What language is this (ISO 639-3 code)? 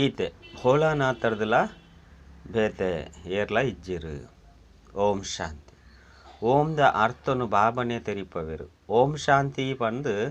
tcy